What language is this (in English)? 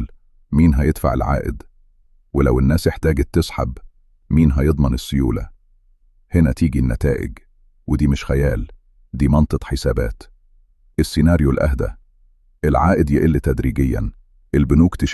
Egyptian Arabic